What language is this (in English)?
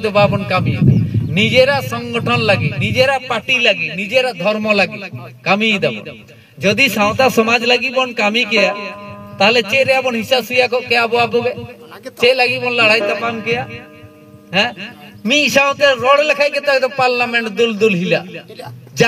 Santali